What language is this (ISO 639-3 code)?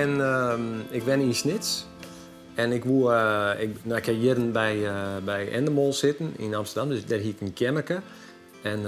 fry